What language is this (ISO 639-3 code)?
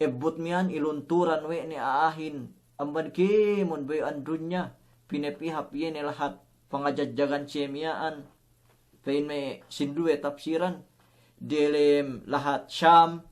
yka